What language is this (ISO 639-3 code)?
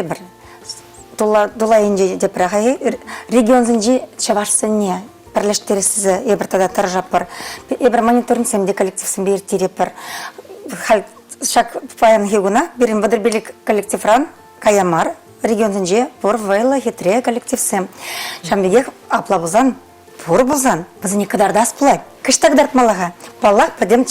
chv